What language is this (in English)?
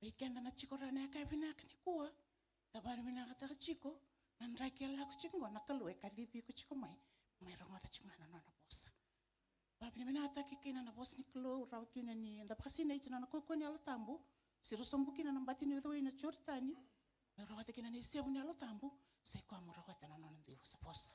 Fijian